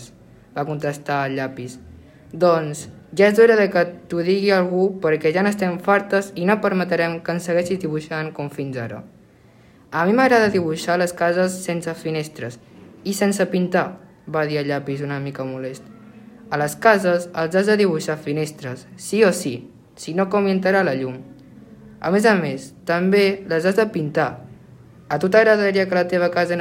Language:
Catalan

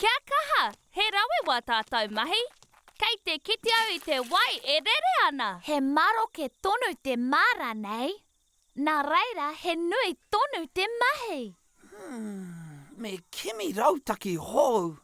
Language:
Māori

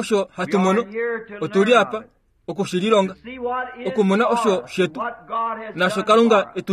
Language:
Kuanyama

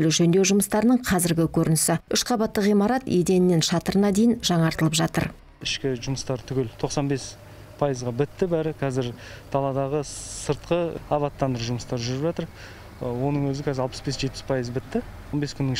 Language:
Kazakh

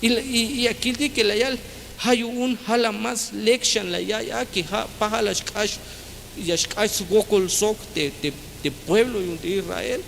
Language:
Tzeltal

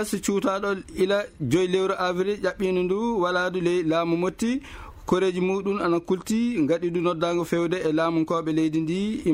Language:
Fula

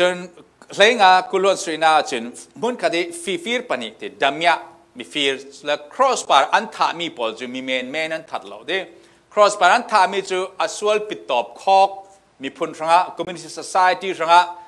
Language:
Falam Chin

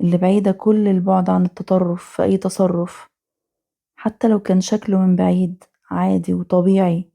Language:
Egyptian Arabic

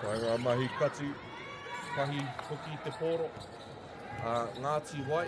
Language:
Māori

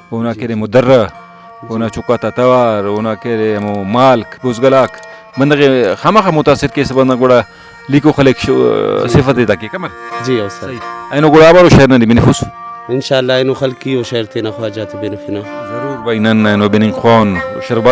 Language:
Brahui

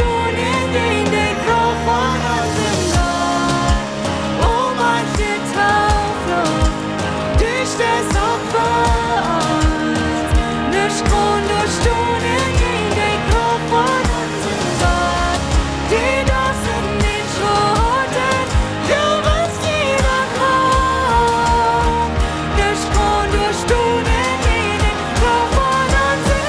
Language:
Plautdietsch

